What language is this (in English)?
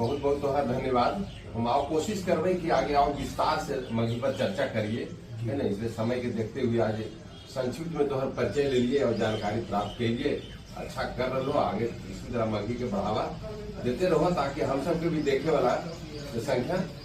Magahi